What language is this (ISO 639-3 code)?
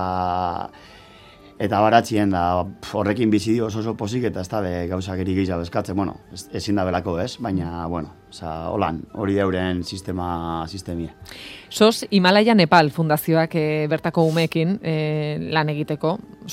eus